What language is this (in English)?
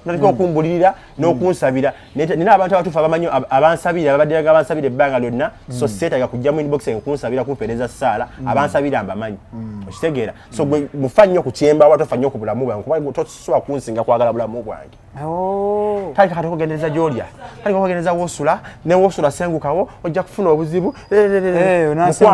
Ganda